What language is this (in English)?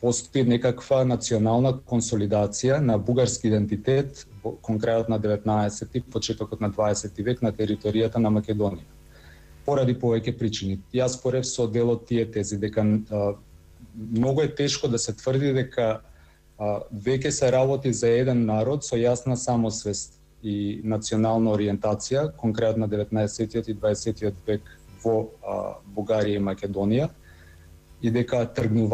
Macedonian